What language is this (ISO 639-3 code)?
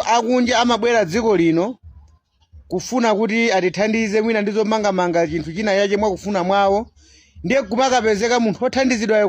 nya